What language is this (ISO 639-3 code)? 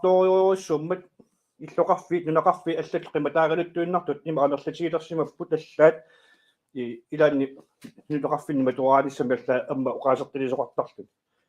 kal